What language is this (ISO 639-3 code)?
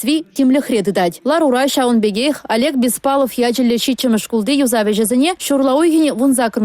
chv